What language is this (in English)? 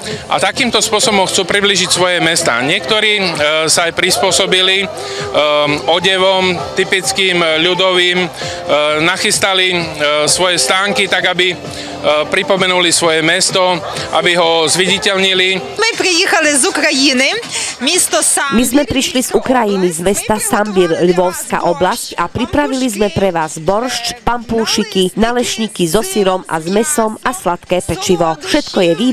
Slovak